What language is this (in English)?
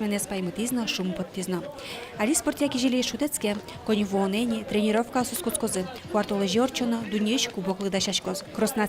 Udmurt